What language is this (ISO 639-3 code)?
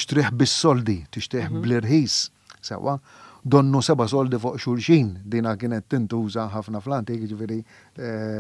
mlt